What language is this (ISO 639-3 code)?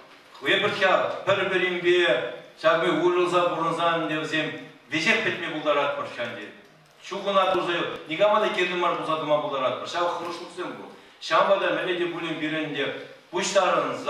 chv